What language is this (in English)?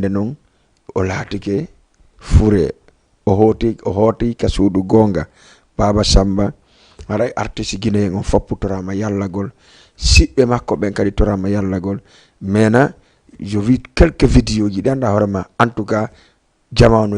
Fula